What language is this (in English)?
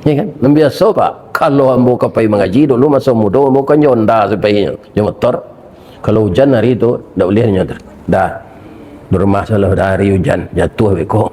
Minangkabau